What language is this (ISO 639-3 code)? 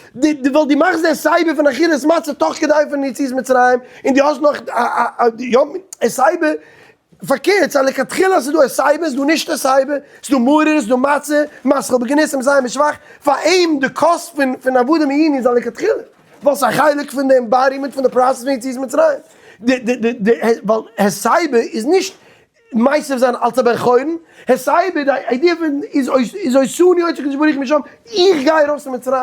yid